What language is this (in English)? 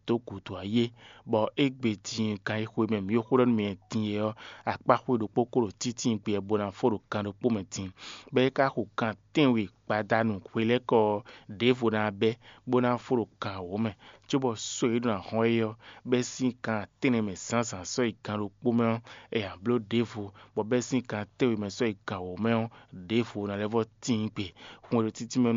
Fon